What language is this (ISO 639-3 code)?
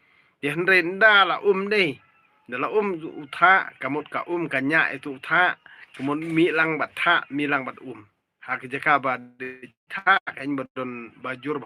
kha